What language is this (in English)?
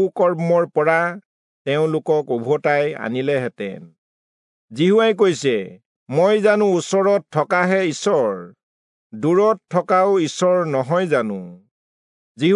Assamese